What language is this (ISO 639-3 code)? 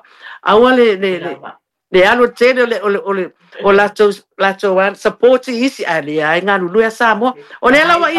smo